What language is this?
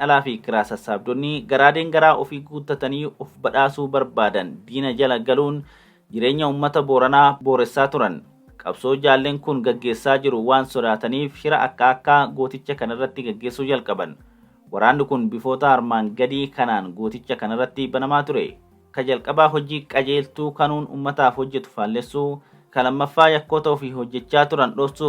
Oromo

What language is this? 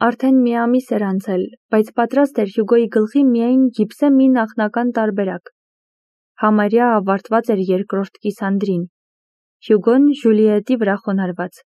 Armenian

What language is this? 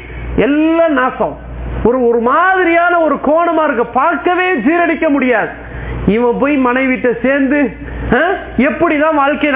Tamil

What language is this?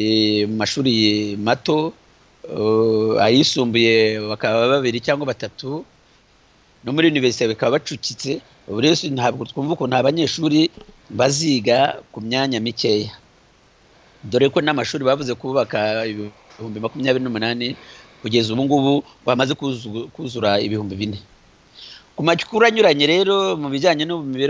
Kinyarwanda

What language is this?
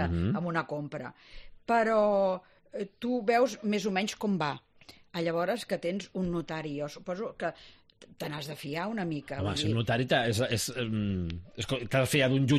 Catalan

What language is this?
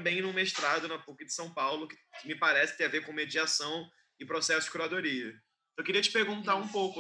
Portuguese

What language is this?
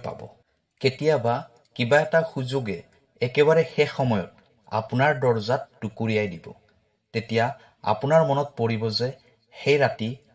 Assamese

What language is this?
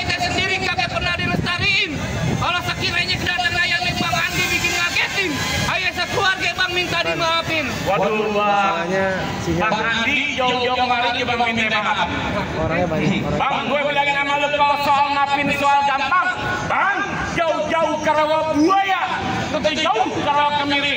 Betawi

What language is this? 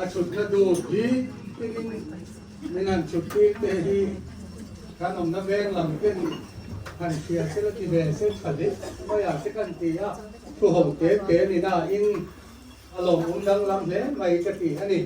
Mizo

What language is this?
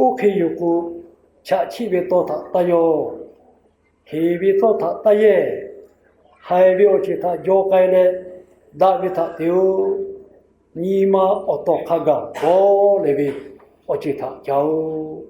Lahu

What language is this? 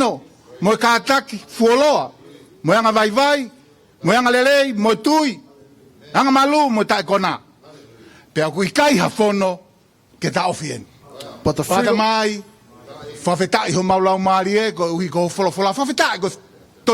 Tongan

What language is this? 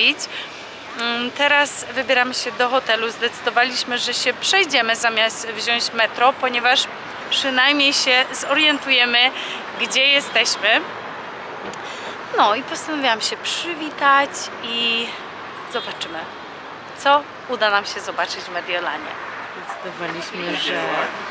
Polish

